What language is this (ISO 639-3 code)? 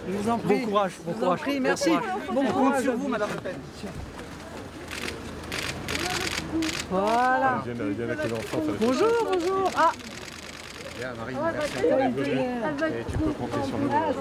fra